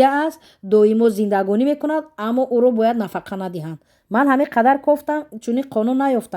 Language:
Tajik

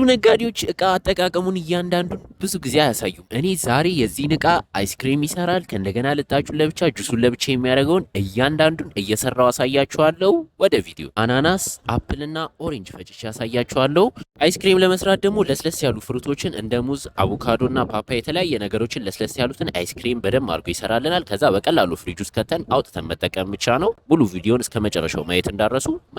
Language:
Amharic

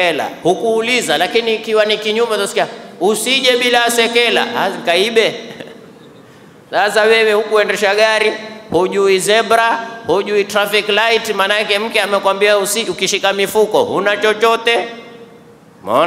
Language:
Swahili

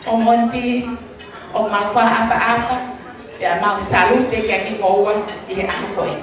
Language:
Tongan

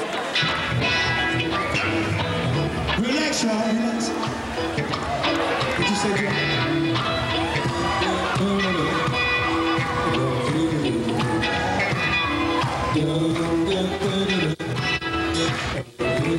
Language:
English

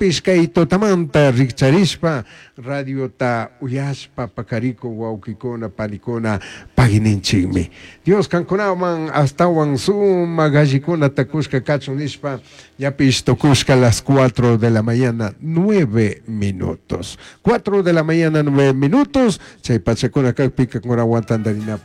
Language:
Chimborazo Highland Quichua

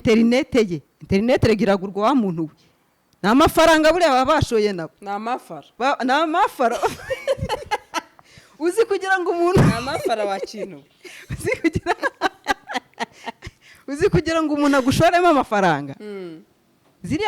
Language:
Kinyarwanda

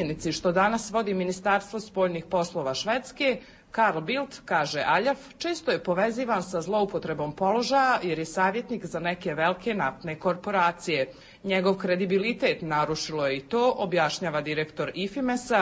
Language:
Serbian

